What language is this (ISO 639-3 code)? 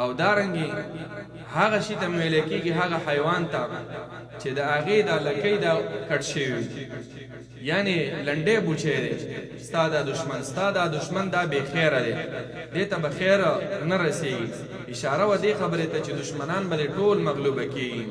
pus